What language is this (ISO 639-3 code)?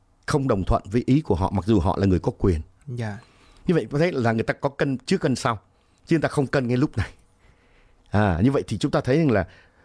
vie